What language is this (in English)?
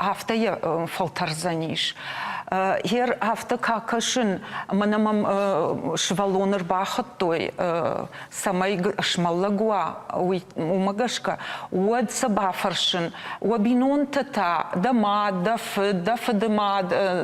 Ossetic